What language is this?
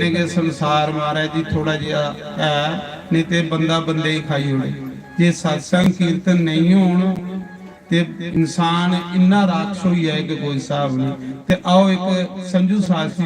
Dogri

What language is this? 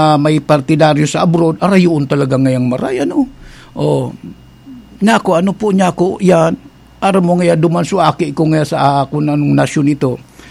Bikol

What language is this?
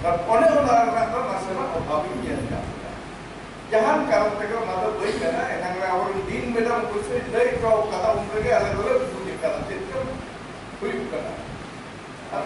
Santali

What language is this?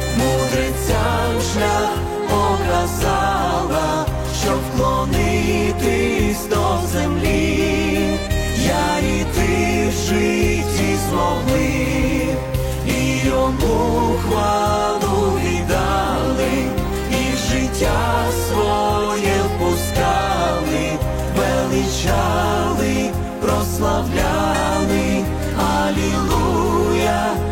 Ukrainian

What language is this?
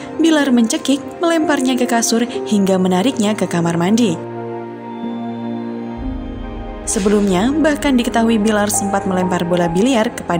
Indonesian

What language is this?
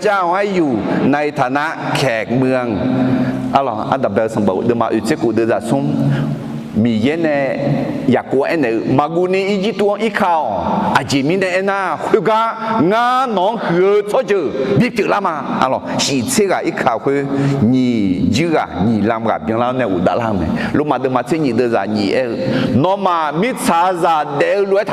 Akha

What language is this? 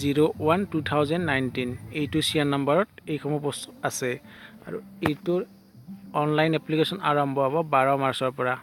Assamese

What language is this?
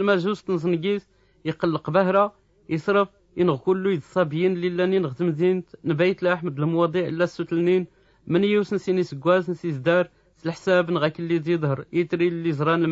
Tachelhit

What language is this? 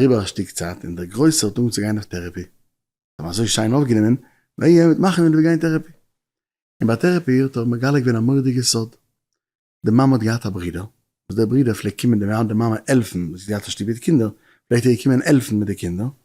Yiddish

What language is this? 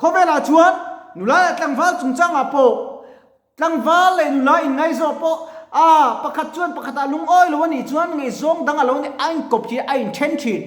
Mizo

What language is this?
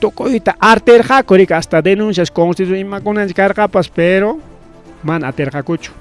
Ayacucho Quechua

